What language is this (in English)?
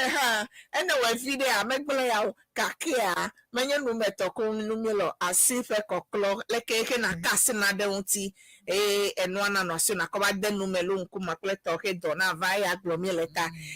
Ewe